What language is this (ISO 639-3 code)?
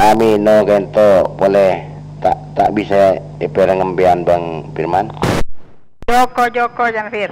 mad